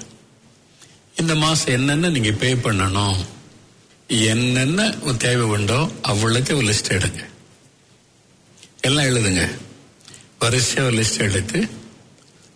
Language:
Tamil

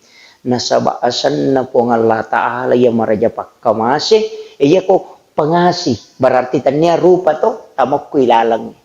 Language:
Buginese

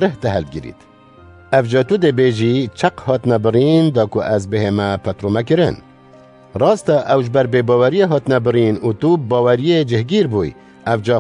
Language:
Kurdish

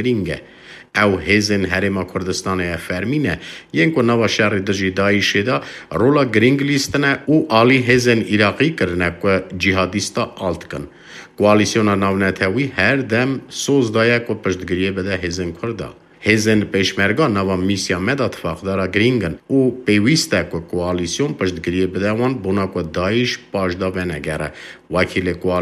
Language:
Kurdish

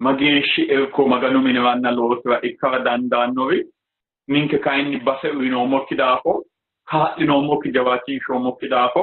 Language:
Sidamo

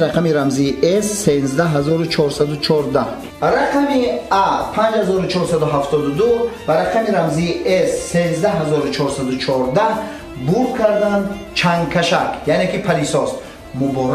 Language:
Tajik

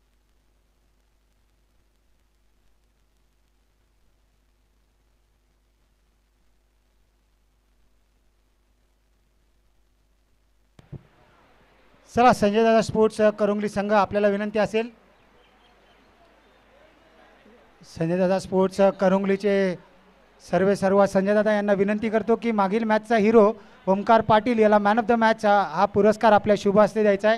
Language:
Marathi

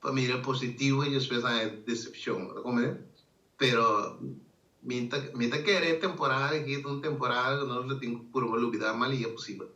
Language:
Papiamento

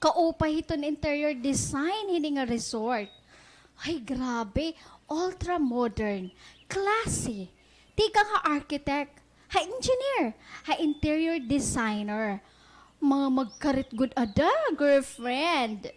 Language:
Waray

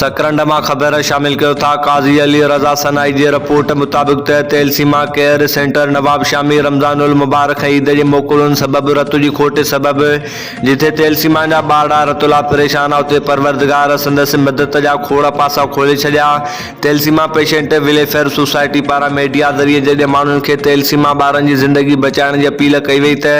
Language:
Sindhi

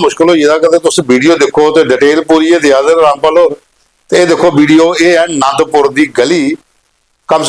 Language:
Dogri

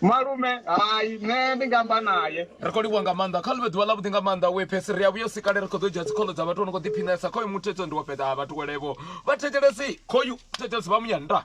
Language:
Venda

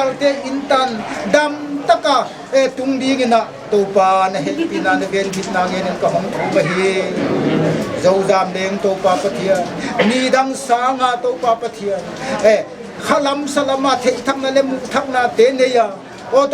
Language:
Paite Chin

